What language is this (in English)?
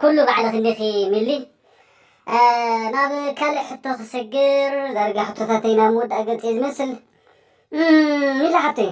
Tigrinya